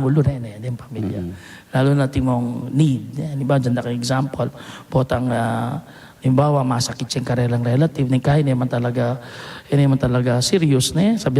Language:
Pampanga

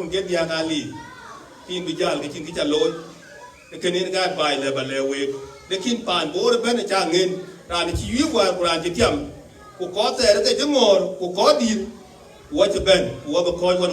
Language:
Dinka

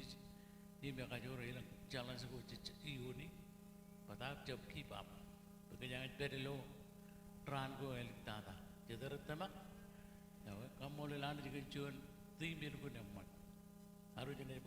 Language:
Marshallese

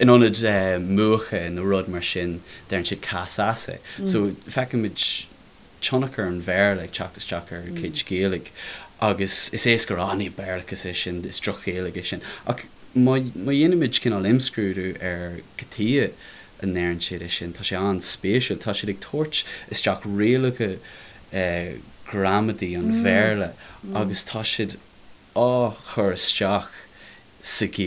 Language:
Irish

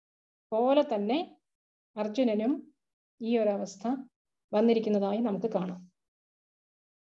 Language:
Malayalam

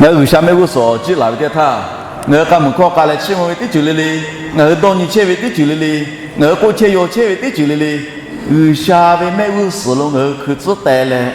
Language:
Lahu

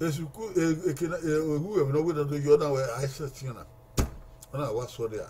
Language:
Bini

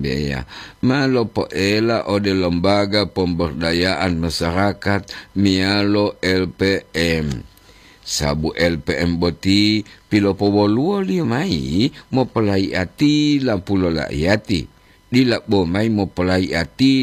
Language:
Gorontalo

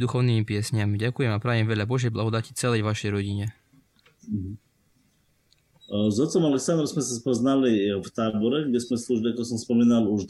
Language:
Slovak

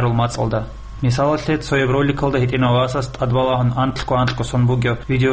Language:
Avaric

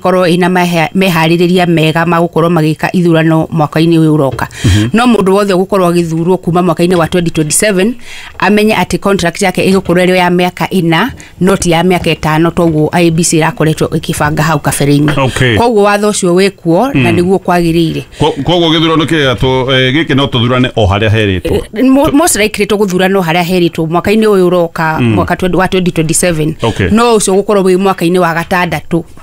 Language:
Kikuyu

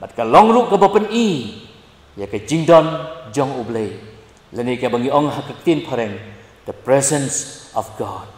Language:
Khasi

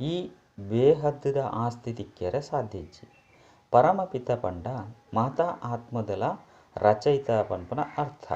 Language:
Tulu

